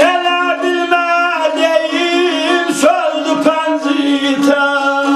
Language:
South Azerbaijani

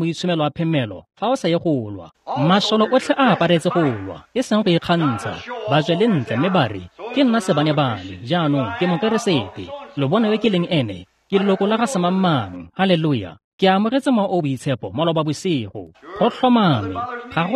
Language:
Tswana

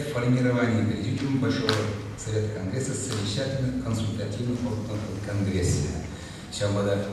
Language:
Chuvash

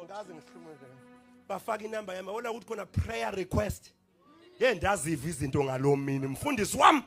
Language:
Zulu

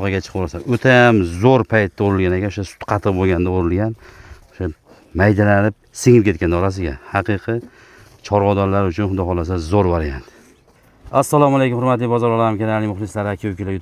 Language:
Uzbek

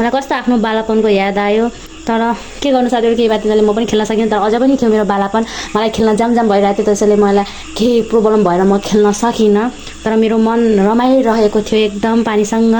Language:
Nepali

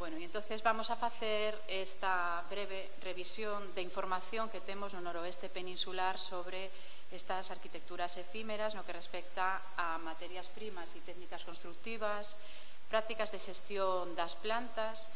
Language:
Galician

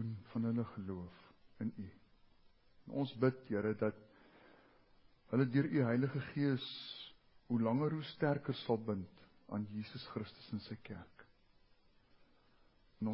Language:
Afrikaans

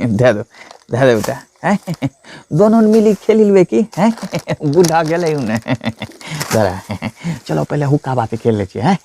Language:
Angika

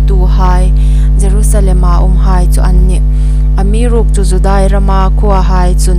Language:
Hmar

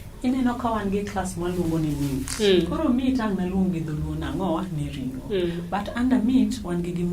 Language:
Luo (Kenya and Tanzania)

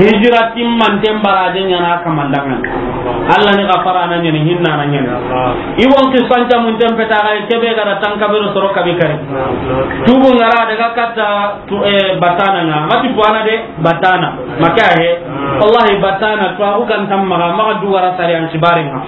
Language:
Soninke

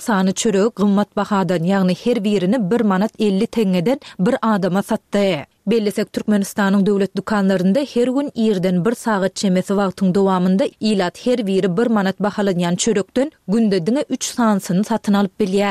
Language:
Turkmen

